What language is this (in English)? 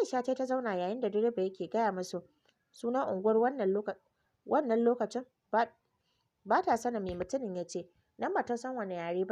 Hausa